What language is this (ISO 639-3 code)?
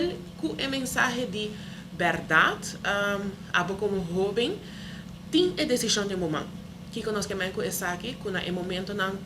pap